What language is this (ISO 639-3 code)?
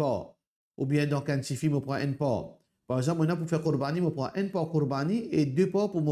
mfe